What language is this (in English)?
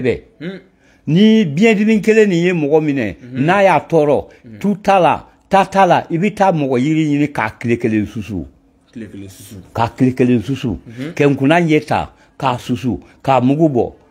Bambara